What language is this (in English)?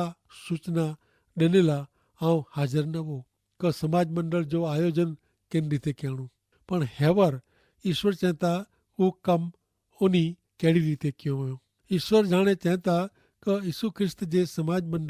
Kachhi